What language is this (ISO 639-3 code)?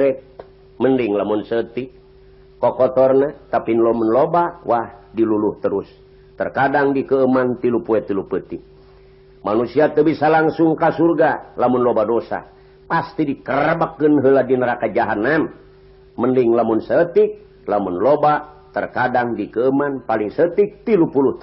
sun